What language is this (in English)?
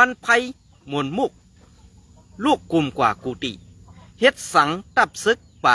Shan